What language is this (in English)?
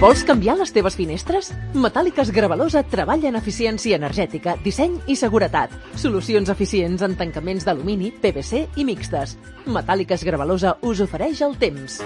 Catalan